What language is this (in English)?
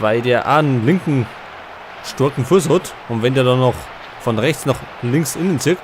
Bavarian